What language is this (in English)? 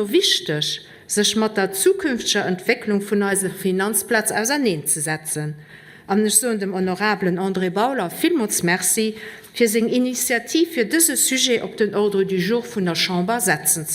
Luxembourgish